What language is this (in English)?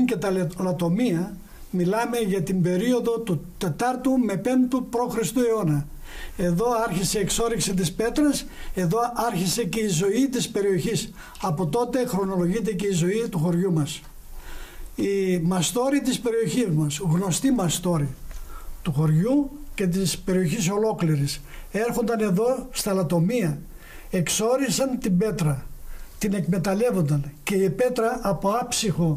Greek